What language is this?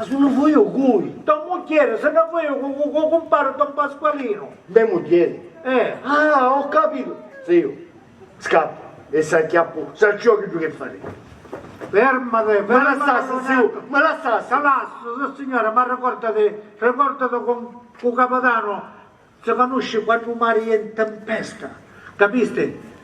Sicilian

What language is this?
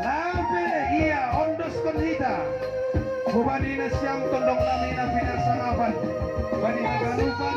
Batak Simalungun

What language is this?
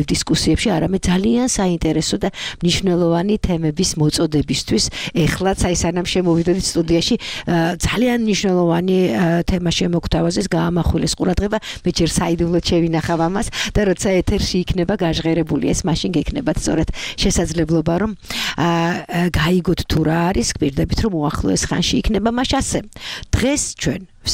Georgian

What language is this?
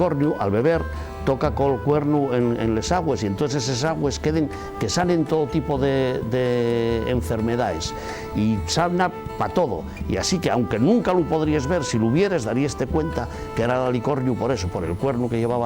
Asturian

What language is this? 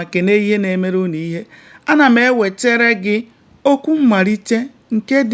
Igbo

